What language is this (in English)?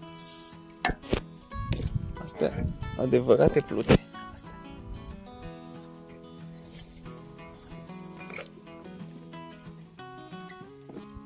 Romanian